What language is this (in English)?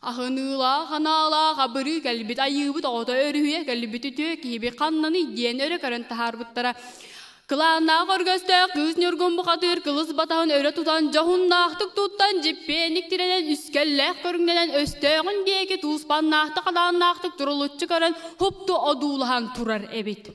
Yakut